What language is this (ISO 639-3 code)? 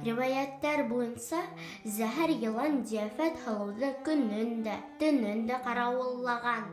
bak